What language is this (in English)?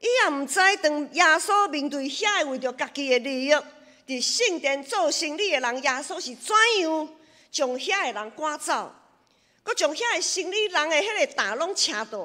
Min Nan Chinese